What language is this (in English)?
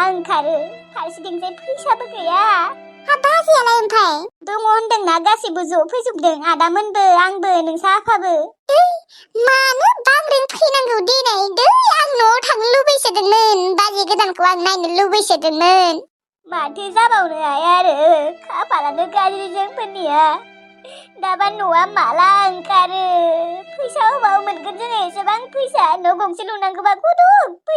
Bodo